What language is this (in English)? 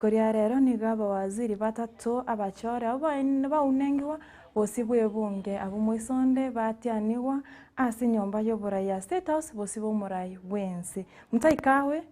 Gusii